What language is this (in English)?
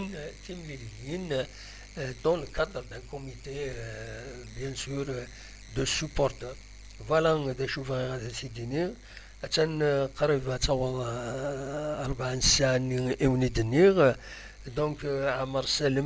Kabyle